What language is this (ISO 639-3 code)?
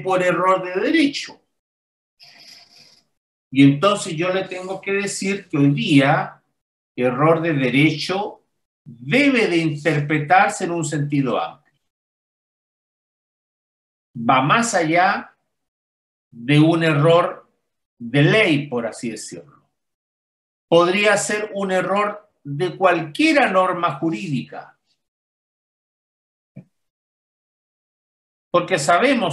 spa